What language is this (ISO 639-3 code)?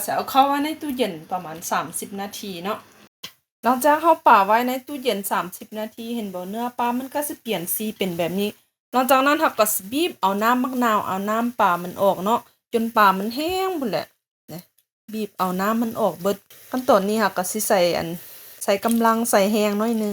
lao